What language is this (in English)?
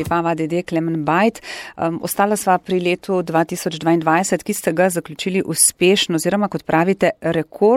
Slovenian